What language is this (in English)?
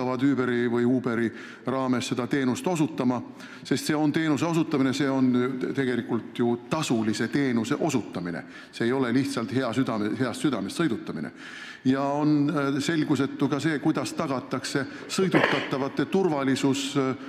Estonian